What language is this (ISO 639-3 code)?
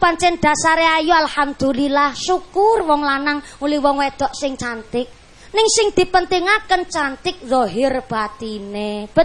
jav